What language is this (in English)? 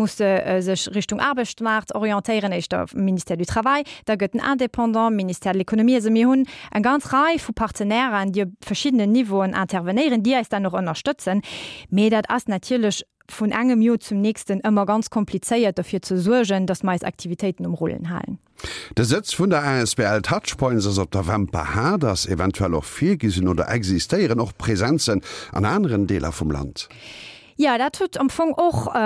Luxembourgish